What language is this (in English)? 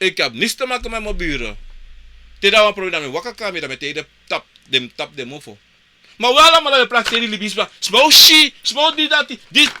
Sranan Tongo